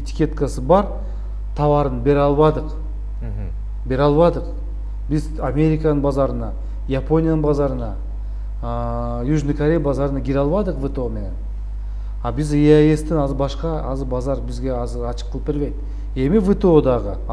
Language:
Kyrgyz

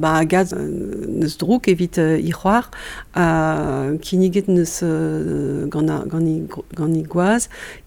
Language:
Breton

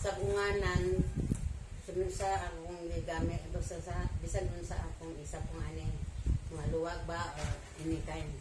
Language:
Cebuano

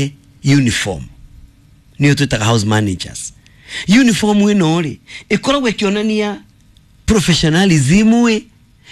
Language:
Kikuyu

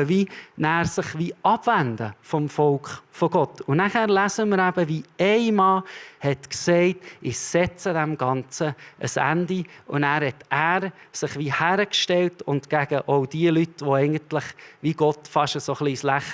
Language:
Swiss German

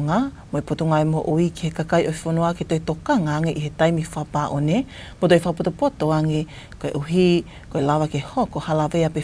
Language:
Tongan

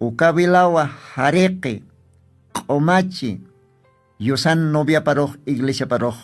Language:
Aymara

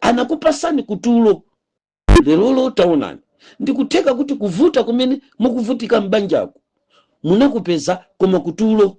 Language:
Nyanja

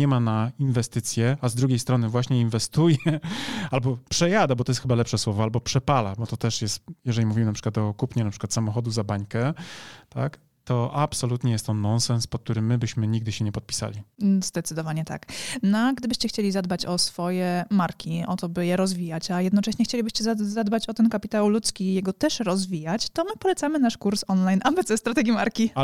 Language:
Polish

